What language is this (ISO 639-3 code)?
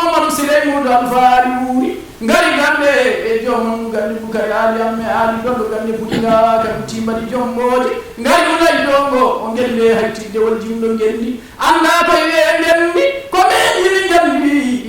ful